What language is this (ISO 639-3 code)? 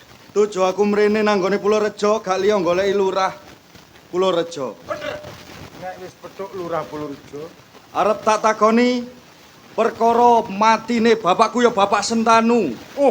jav